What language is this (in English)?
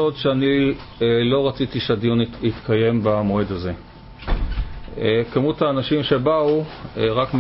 Hebrew